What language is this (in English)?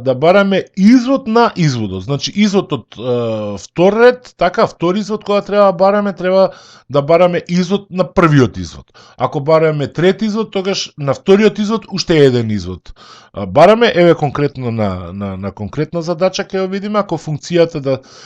Macedonian